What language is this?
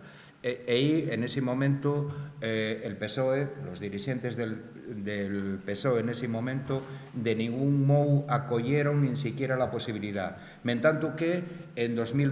Asturian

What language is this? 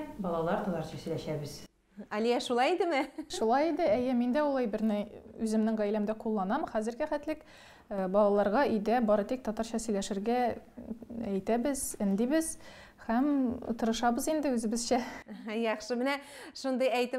Tatar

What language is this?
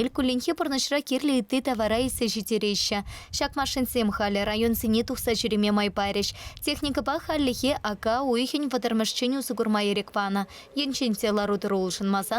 Chuvash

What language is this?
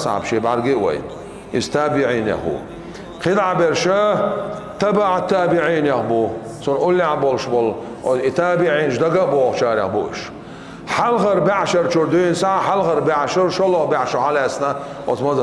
Chechen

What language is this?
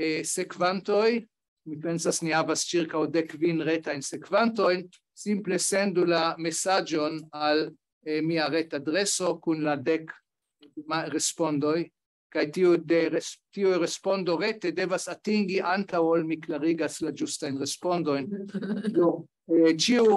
Esperanto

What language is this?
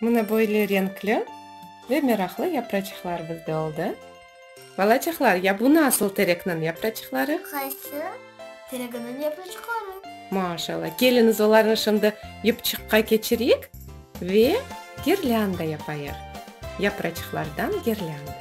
Crimean Tatar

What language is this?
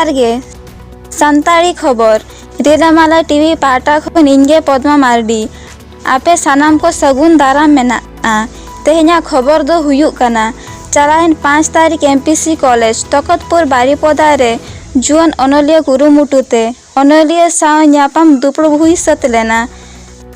Santali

